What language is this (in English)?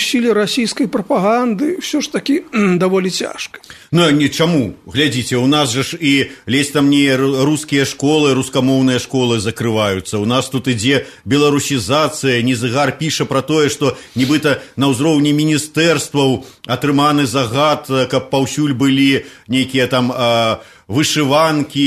Belarusian